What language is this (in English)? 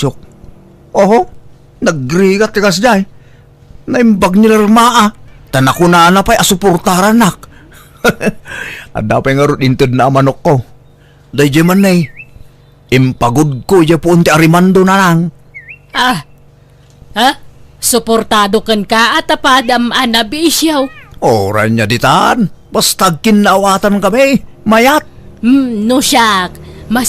Iloko